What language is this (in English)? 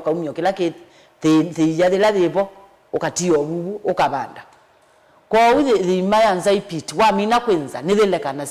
Kamba